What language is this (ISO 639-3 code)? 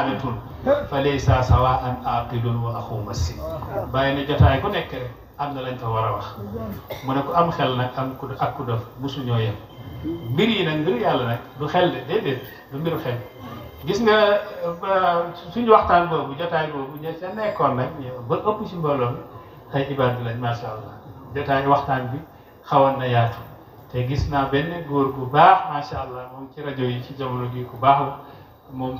wol